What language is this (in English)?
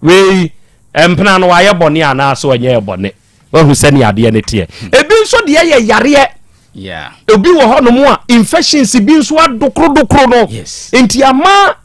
Akan